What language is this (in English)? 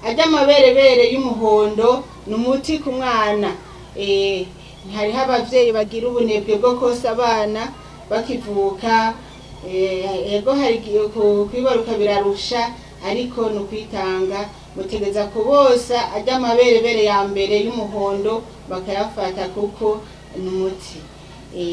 Rundi